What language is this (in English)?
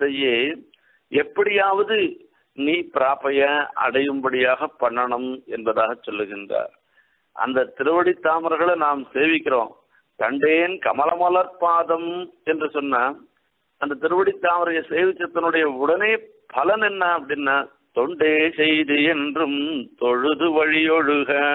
Tamil